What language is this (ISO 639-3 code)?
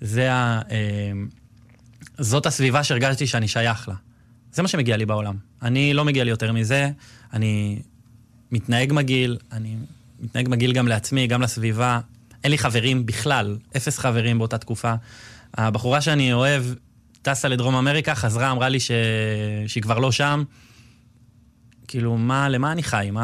heb